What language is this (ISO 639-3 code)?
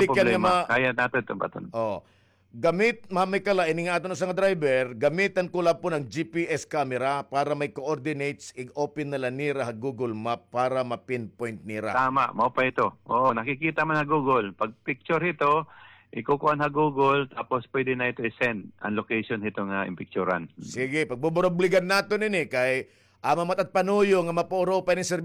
war